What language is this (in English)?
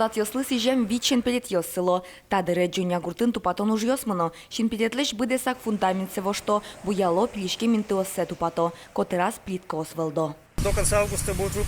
Udmurt